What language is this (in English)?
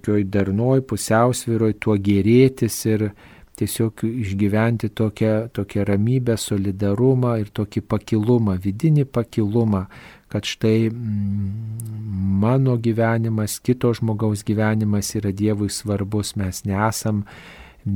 Lithuanian